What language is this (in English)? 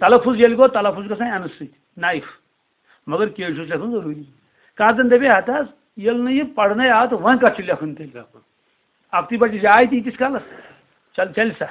Kashmiri